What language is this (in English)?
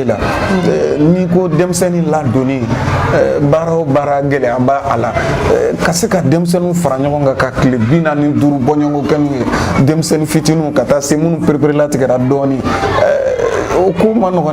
Bambara